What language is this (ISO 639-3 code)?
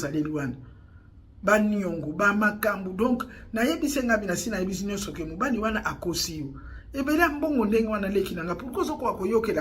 lin